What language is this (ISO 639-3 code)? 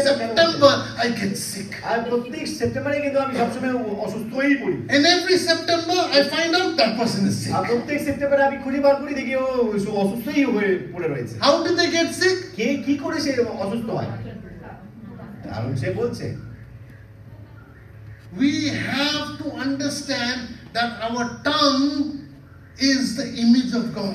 ben